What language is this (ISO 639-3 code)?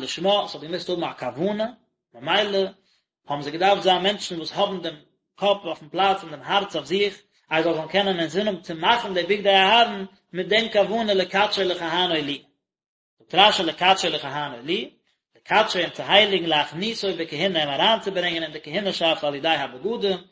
yid